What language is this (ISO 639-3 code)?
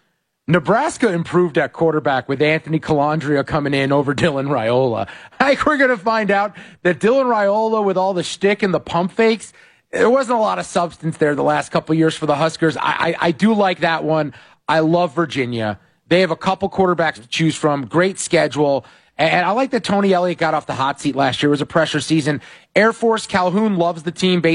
eng